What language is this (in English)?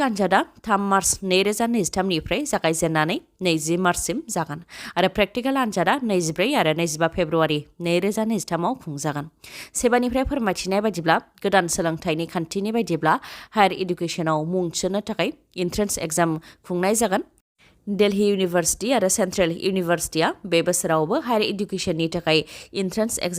Bodo